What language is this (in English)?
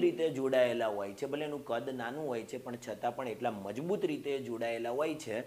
Gujarati